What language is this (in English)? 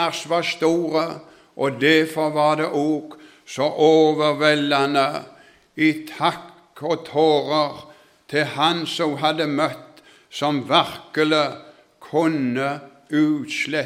Norwegian